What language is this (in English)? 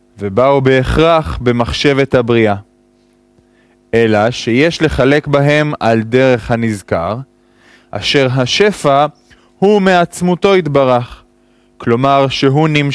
Hebrew